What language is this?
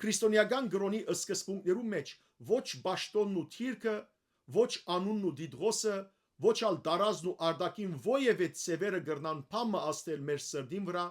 Western Armenian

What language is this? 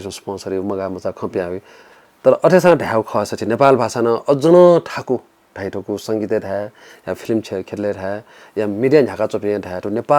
Newari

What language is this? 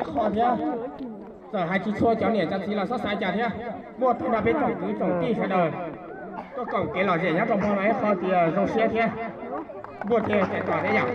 Hmong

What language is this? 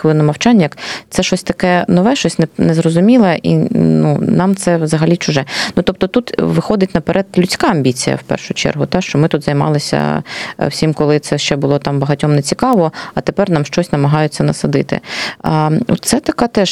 Ukrainian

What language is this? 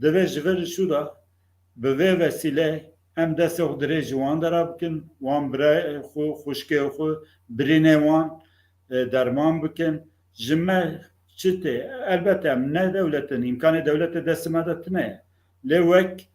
Kurdish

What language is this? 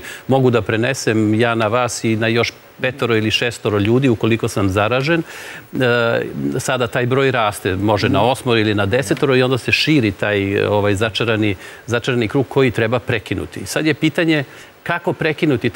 Serbian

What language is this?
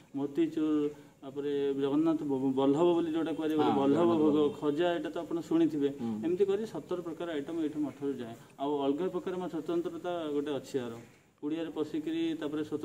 Odia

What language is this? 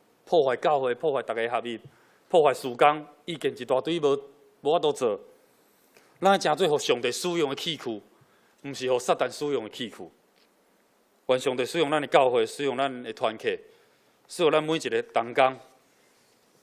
Min Nan Chinese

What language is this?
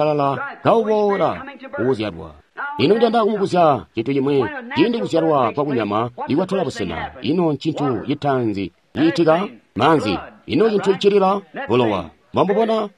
Tonga (Zambia)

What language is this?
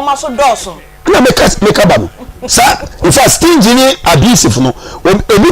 Akan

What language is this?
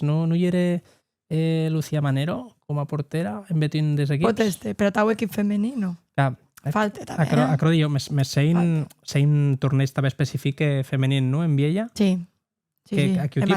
Occitan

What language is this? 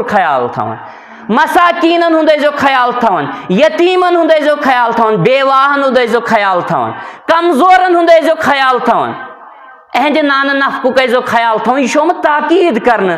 Kashmiri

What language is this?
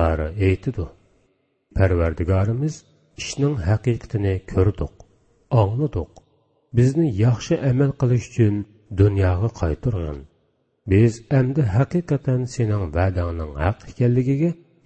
Uyghur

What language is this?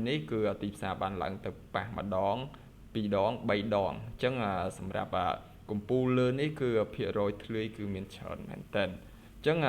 Khmer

